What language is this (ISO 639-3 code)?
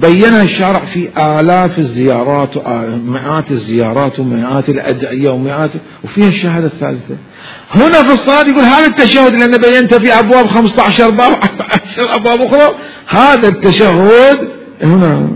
acm